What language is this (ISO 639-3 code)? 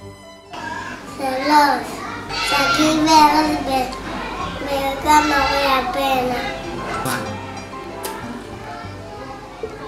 heb